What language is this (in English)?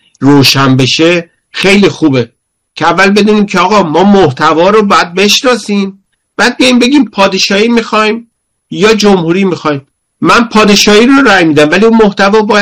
Persian